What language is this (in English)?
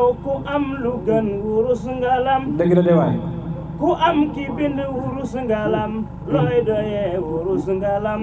Wolof